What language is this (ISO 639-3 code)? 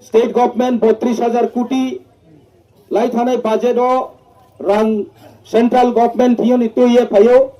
ria